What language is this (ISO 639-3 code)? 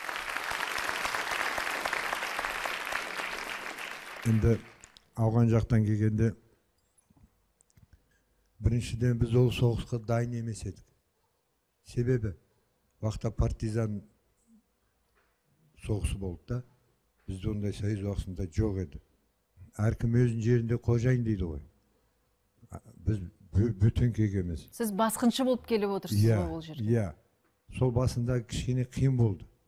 kaz